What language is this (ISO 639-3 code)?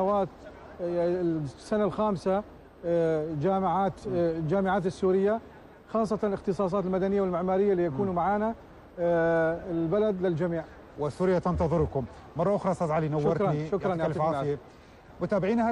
apc